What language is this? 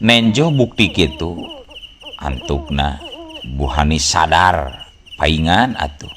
Sundanese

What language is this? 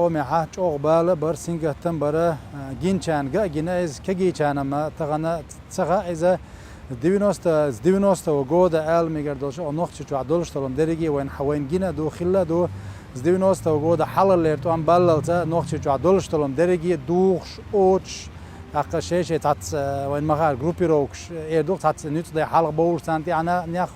Chechen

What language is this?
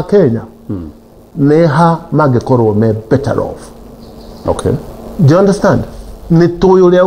Kikuyu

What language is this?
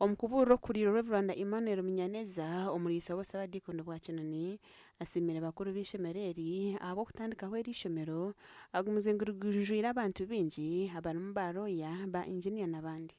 Nyankole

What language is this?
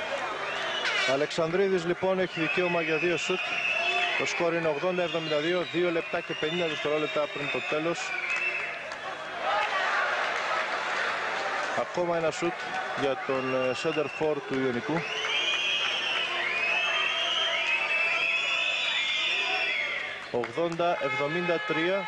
Greek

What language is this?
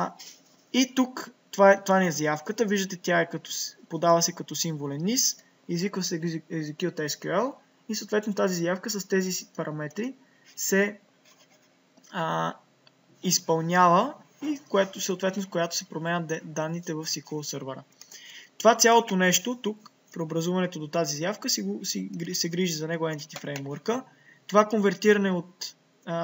Bulgarian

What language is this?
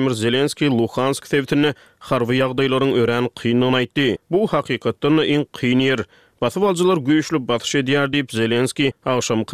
Turkmen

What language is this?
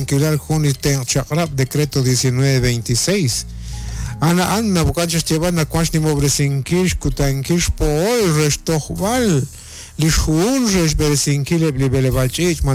Kekchí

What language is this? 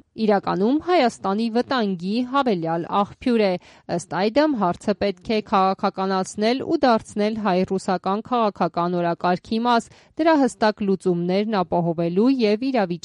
Armenian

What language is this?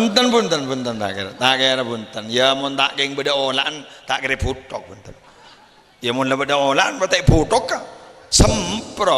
Madurese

